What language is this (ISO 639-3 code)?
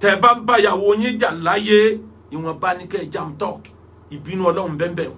yor